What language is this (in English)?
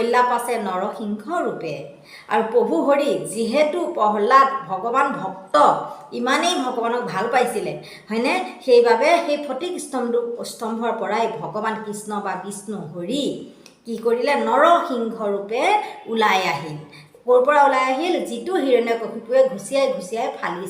Assamese